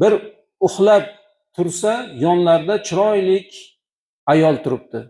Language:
Uzbek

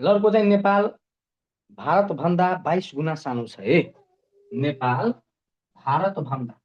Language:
Nepali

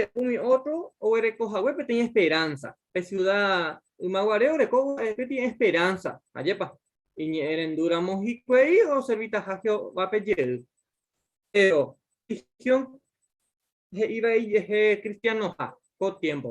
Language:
Guarani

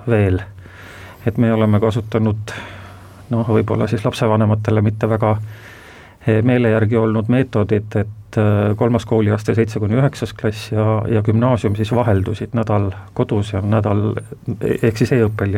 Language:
Estonian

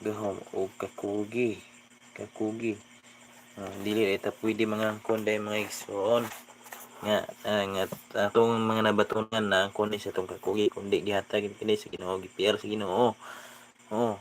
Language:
Cebuano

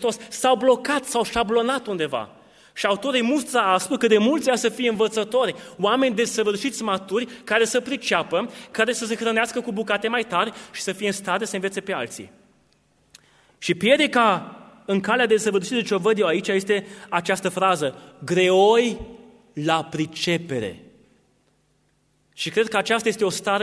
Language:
Romanian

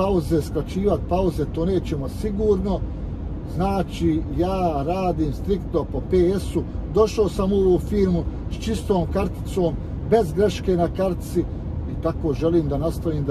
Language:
Croatian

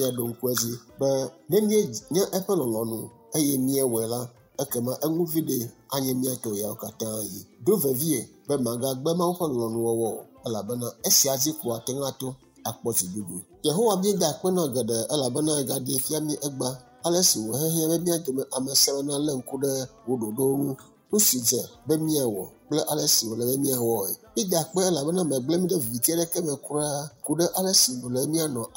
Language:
Ewe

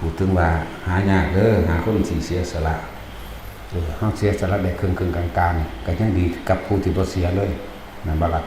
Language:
Northeastern Thai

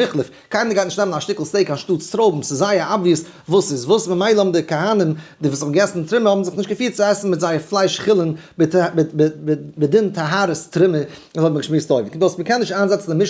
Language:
Yiddish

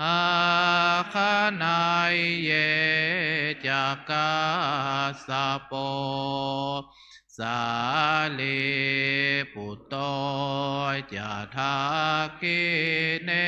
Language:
Pali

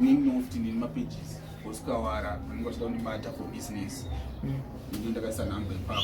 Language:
Shona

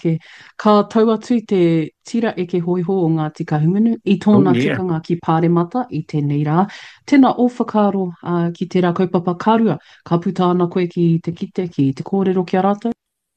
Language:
Māori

